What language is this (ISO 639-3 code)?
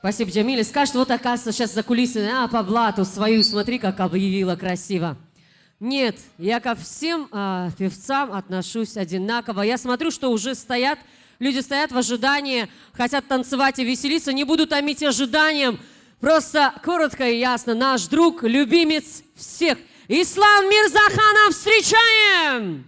tab